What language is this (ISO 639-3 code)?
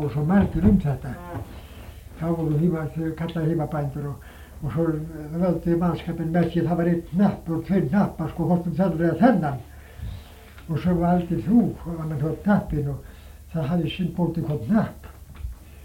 isl